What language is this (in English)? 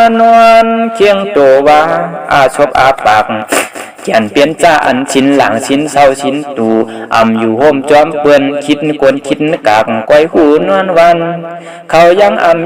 Shan